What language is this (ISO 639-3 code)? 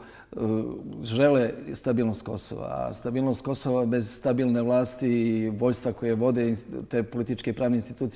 srp